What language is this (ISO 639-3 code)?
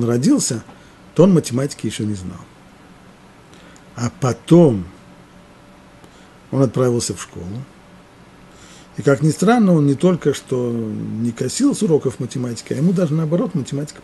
rus